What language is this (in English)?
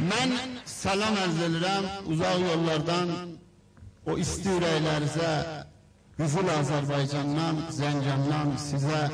South Azerbaijani